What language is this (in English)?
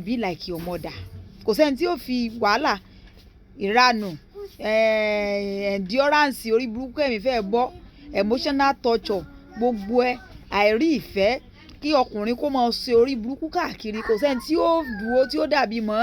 Yoruba